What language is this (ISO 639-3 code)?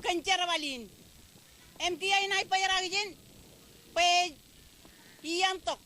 mah